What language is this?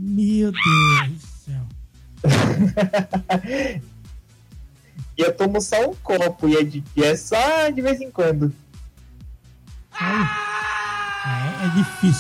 Portuguese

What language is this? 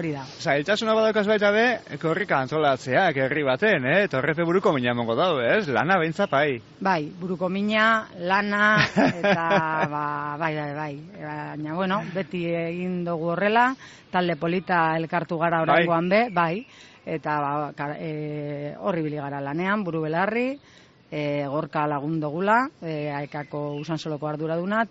Basque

